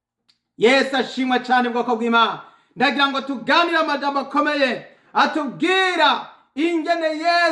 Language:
Rundi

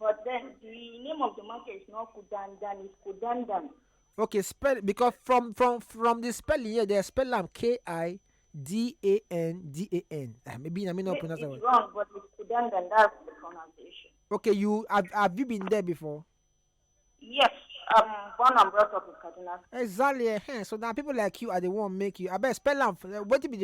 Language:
Nigerian Pidgin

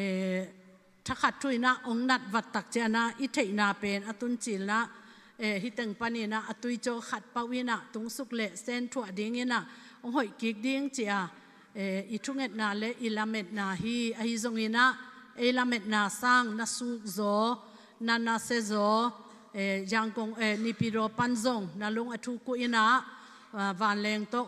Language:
Tedim Chin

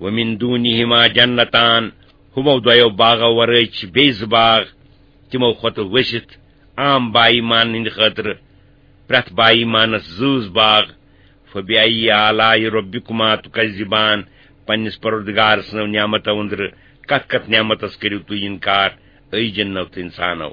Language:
Kashmiri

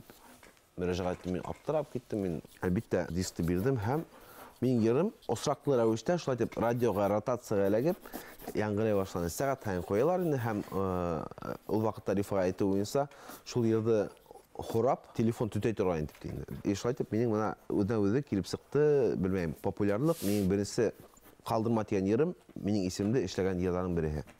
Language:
Bashkir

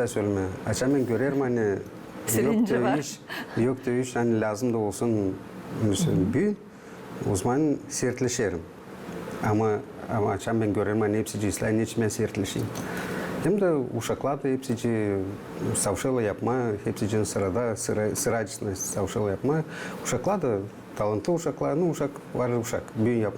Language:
Gagauz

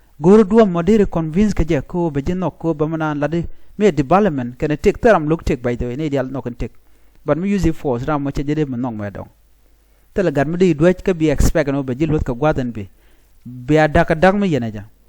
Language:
Nuer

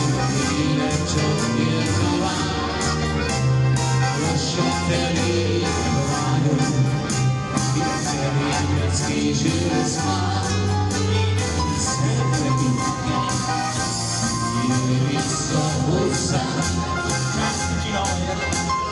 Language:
Hungarian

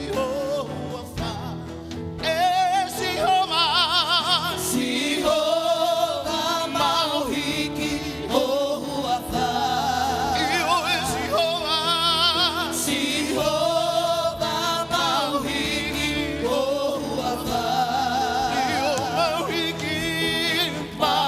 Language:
Tongan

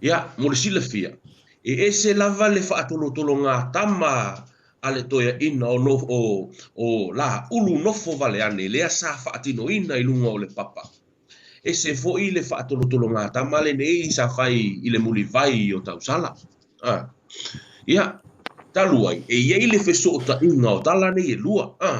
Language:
Samoan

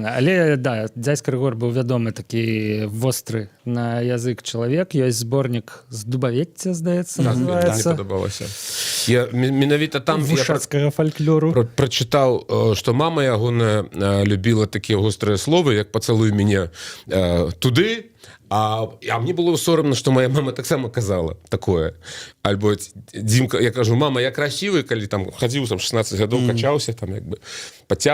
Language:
Belarusian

